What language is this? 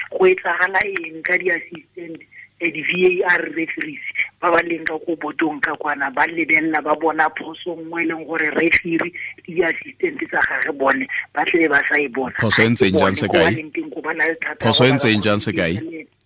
Tswana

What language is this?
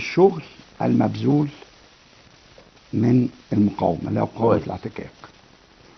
Egyptian Arabic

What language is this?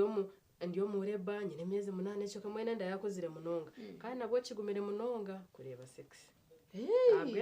Nyankole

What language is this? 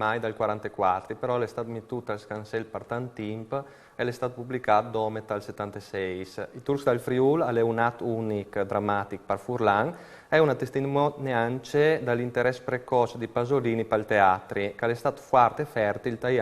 Friulian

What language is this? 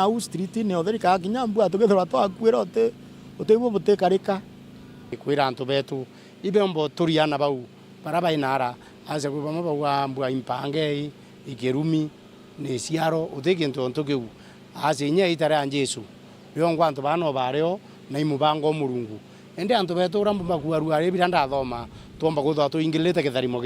Meru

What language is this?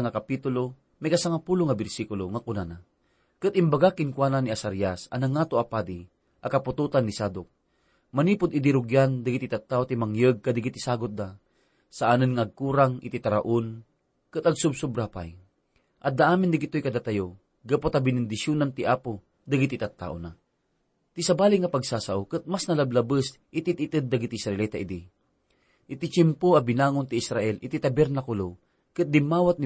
Iloko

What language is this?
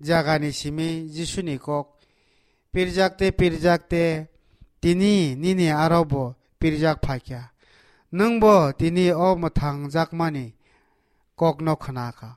Kok Borok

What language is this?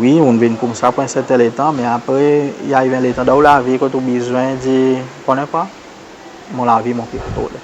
Seselwa Creole French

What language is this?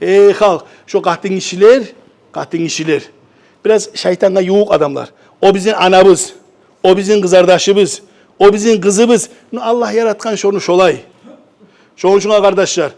Kumyk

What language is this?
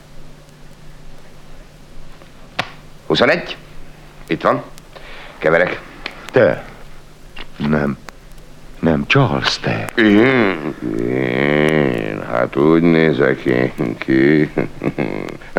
Hungarian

